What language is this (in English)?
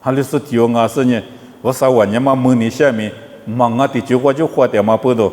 Lisu